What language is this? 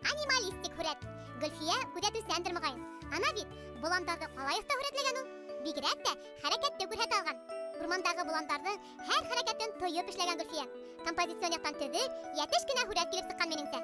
Bashkir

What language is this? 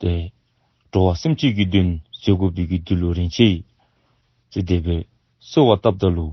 Dzongkha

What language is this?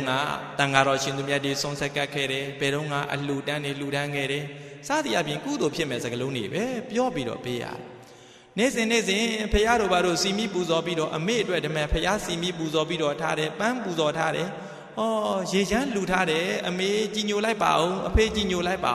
Burmese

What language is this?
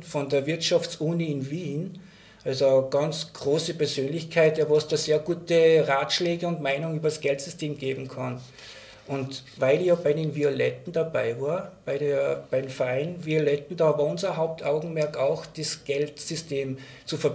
German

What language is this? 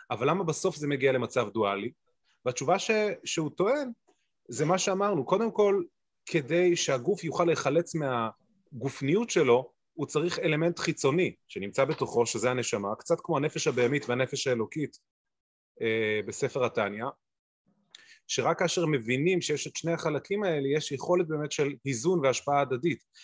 Hebrew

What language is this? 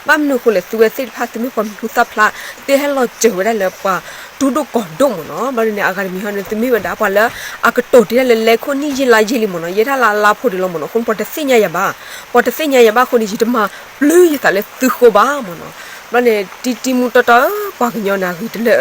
S'gaw Karen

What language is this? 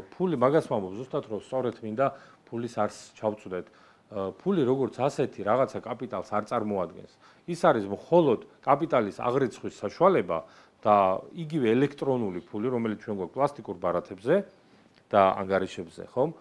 Georgian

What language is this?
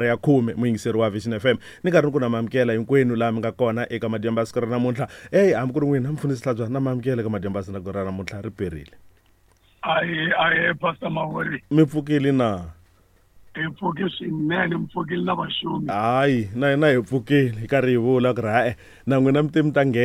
Tsonga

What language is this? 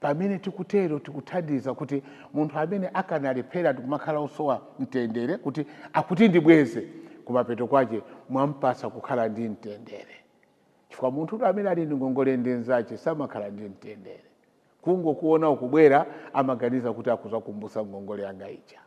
Nyanja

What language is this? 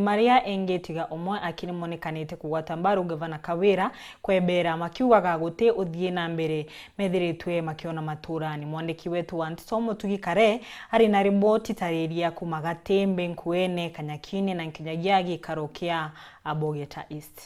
Meru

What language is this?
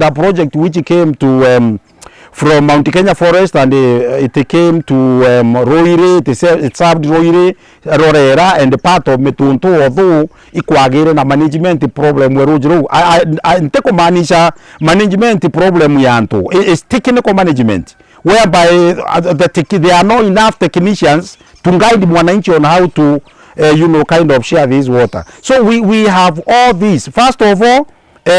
Meru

